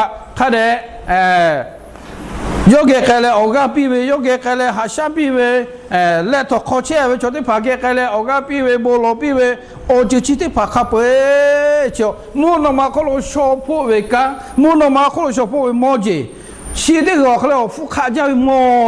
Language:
Lahu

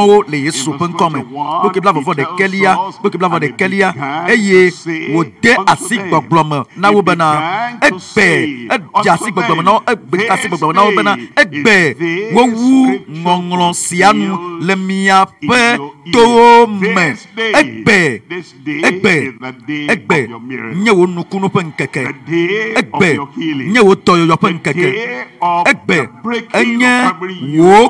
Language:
Ewe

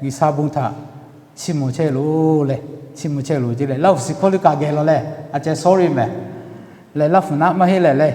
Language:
Lahu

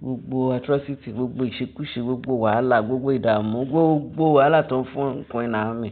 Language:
Yoruba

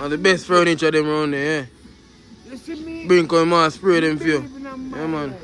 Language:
Jamaican Creole English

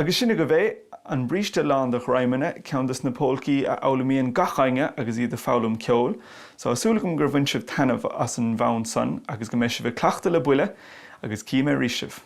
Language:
Irish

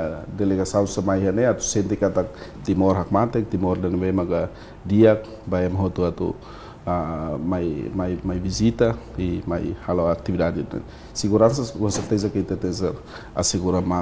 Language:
Tetum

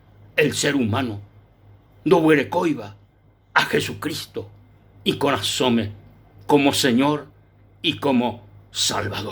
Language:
Guarani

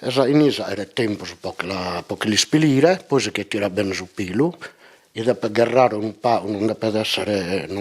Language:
Sardinian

